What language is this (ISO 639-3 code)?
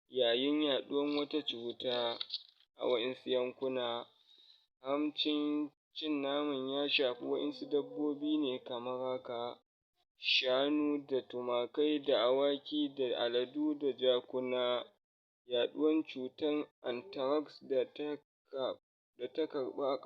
hau